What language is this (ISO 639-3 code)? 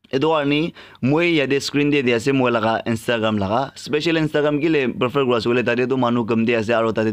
nag